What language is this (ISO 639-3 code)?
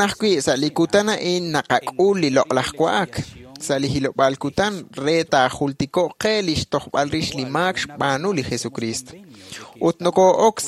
kek